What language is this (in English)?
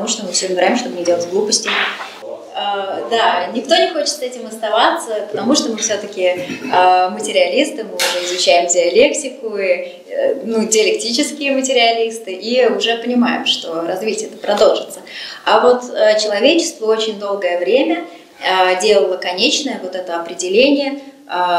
Russian